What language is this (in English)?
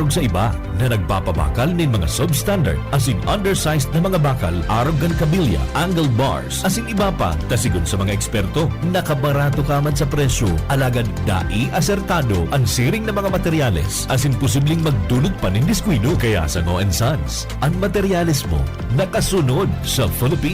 Bikol